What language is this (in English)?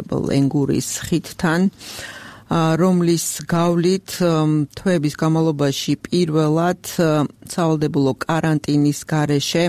Georgian